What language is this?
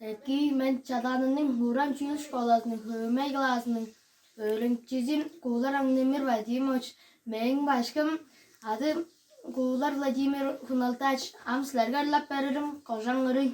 Tuvinian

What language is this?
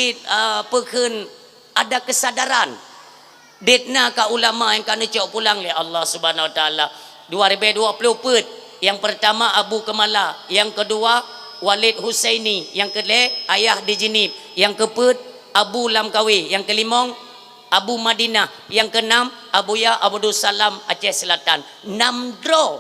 Achinese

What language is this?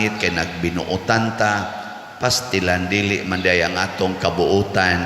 Cebuano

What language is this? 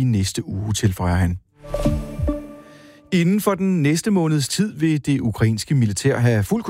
Danish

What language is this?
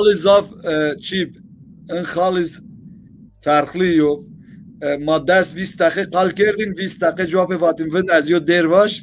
Zaza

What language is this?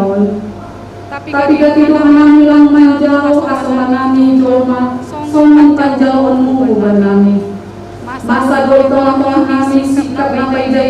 Batak Simalungun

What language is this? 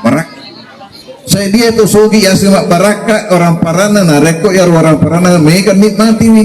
Buginese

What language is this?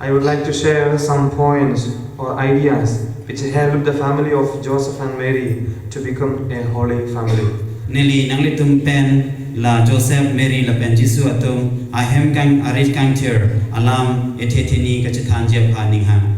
Karbi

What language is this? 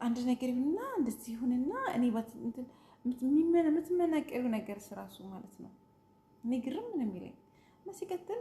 Amharic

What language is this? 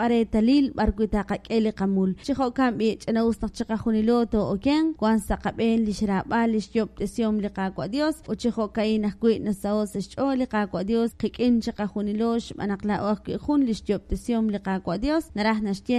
Kekchí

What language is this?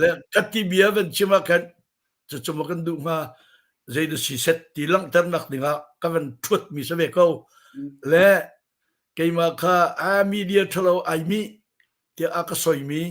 Hakha Chin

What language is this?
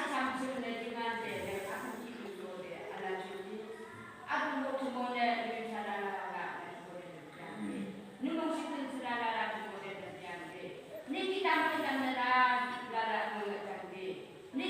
Yimchungru Naga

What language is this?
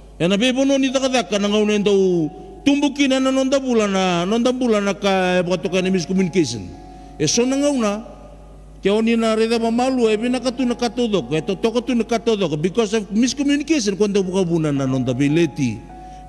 Fijian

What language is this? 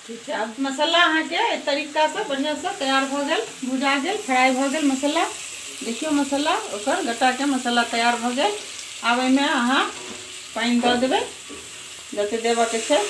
Maithili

